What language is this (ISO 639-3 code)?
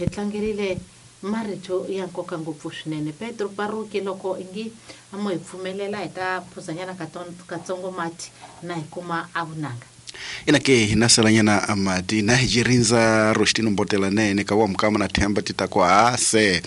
tso